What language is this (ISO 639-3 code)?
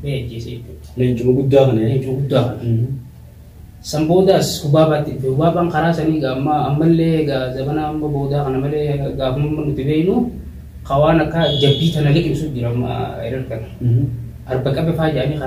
orm